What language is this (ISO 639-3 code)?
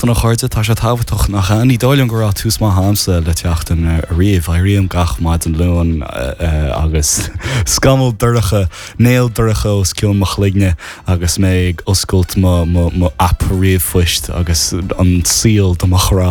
gle